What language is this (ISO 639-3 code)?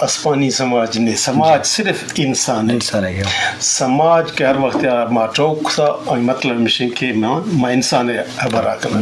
bgp